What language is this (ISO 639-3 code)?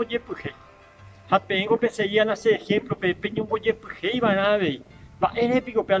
grn